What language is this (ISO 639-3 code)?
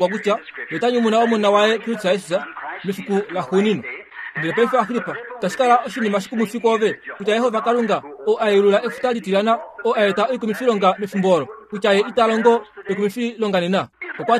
kua